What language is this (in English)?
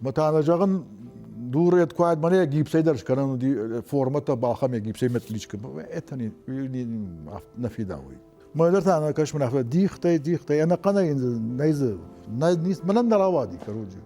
Ossetic